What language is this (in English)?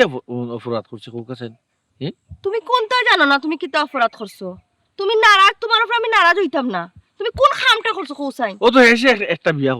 Sylheti